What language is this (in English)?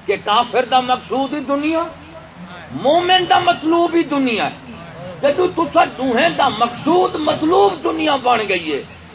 Saraiki